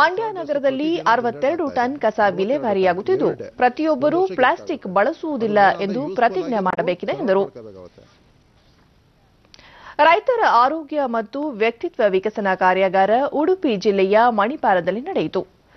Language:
Kannada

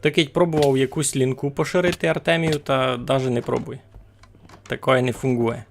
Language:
Rusyn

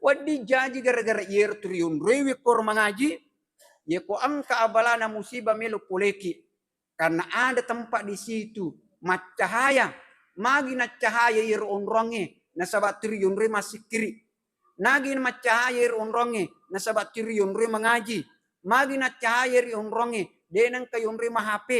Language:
Buginese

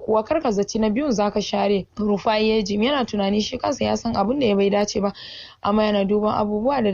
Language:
Hausa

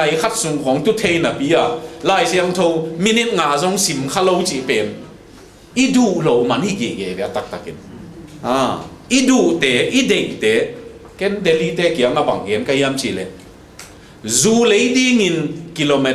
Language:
Tedim Chin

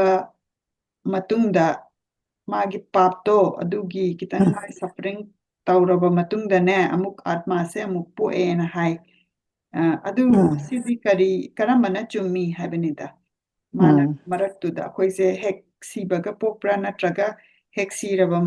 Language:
Manipuri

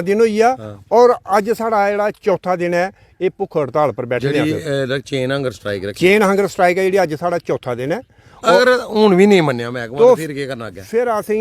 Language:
Dogri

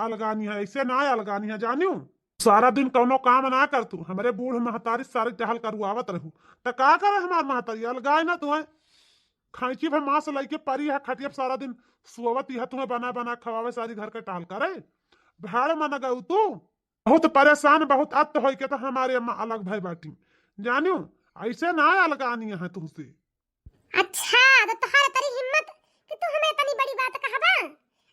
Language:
Awadhi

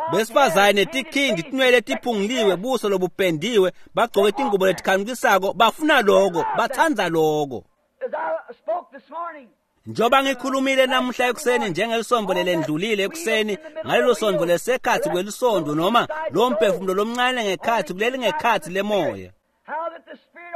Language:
Swati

